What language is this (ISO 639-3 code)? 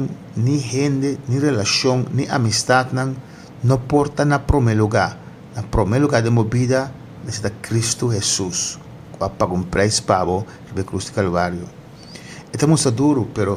pap